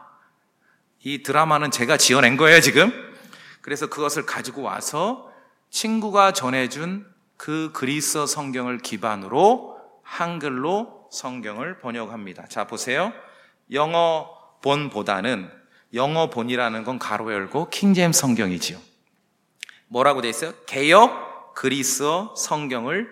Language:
Korean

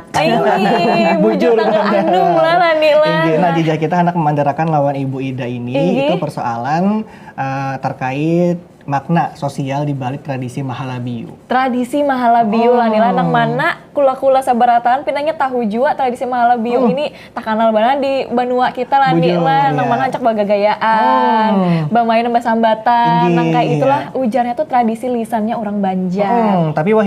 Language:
Banjar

